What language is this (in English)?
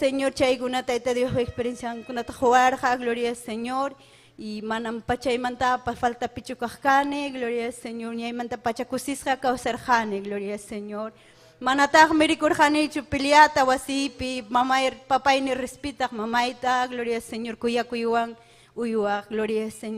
Ayacucho Quechua